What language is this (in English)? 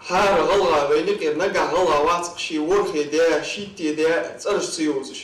Ingush